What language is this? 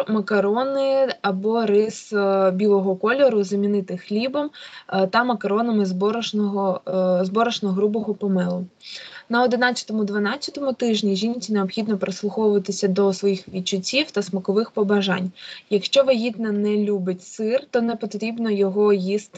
Ukrainian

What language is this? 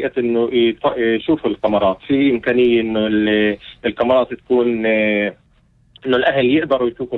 North Levantine Arabic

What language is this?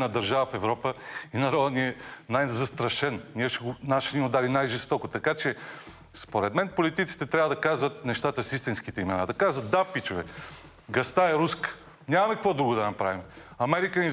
Bulgarian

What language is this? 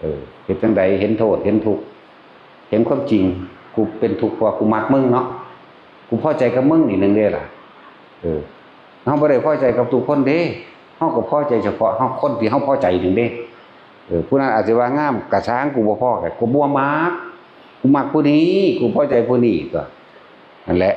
Northeastern Thai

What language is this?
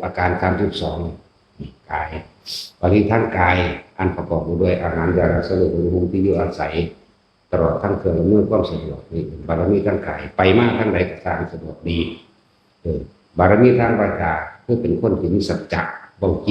Northeastern Thai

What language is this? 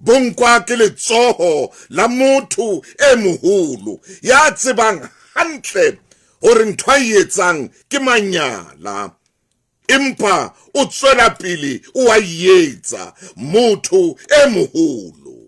Southern Sotho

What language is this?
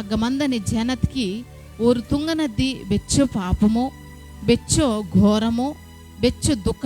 Koya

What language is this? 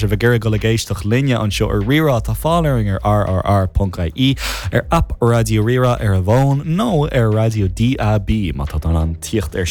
Irish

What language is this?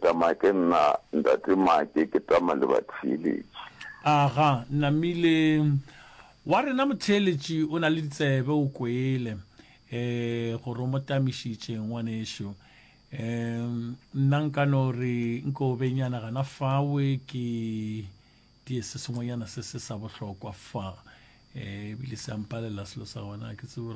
Northern Sotho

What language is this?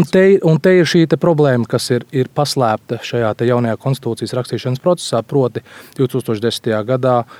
Latvian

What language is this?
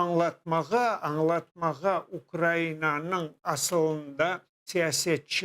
Crimean Tatar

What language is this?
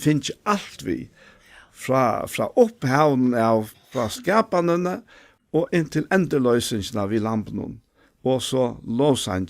Faroese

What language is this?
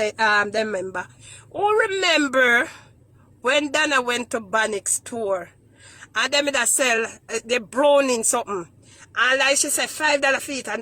Jamaican Creole English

